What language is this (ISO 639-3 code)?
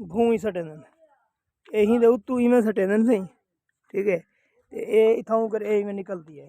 skr